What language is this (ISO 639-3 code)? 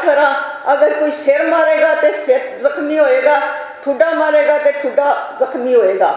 lah